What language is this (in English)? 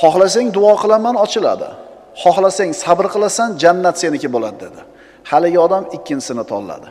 Uzbek